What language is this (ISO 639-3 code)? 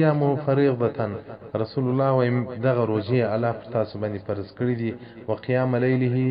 pus